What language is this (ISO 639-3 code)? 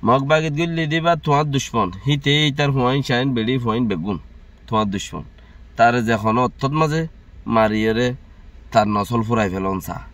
rhg